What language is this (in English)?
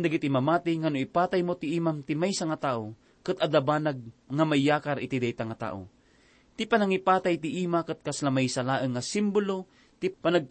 Iloko